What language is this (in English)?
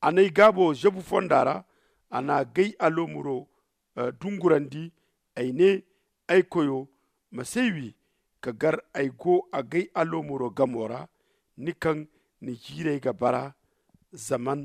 Zarma